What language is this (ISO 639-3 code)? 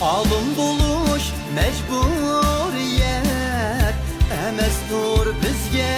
uig